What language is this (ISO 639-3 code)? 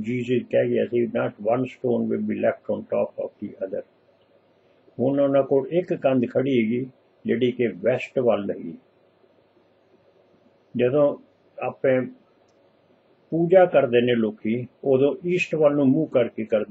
pan